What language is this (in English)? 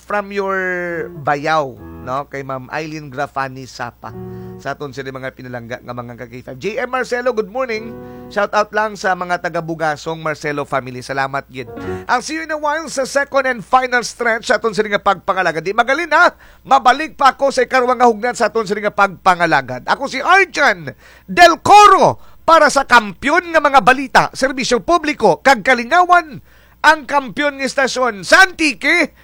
Kinaray-a